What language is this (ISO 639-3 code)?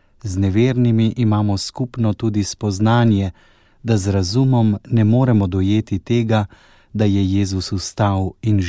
slv